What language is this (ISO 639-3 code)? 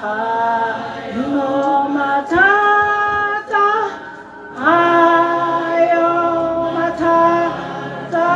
tsn